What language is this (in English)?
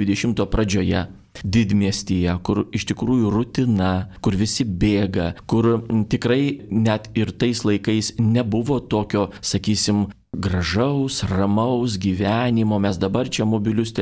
Lithuanian